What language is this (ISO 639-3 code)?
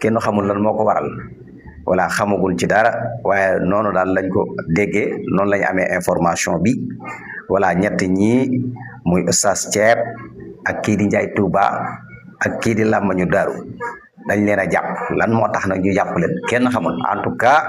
wol